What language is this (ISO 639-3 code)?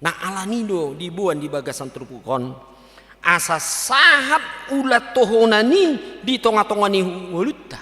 bbc